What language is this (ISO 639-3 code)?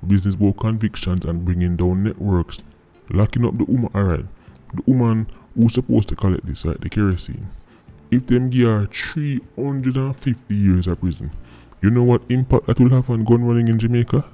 jam